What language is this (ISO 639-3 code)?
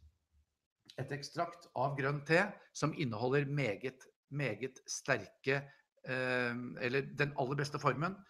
nor